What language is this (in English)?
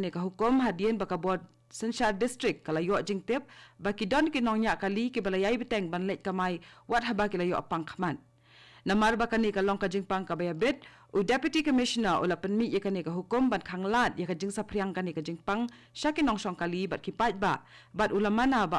Khasi